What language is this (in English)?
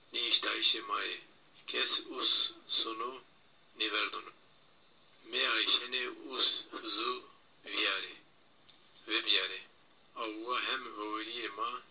Zaza